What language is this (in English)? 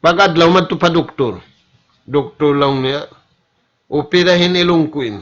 Tausug